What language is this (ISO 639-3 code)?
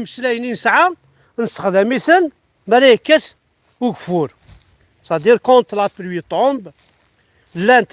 kab